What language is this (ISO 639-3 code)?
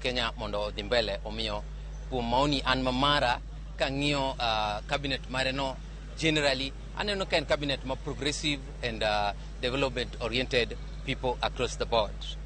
luo